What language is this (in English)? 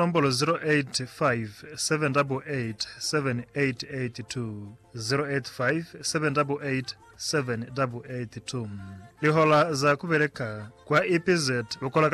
Lozi